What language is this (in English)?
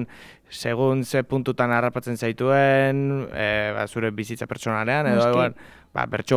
Basque